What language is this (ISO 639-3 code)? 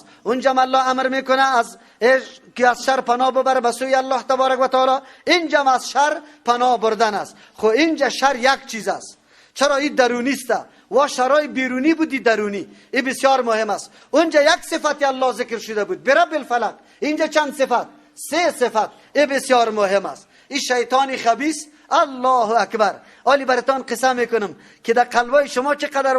fas